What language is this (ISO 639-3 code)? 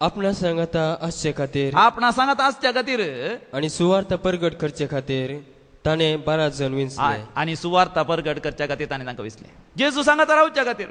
kok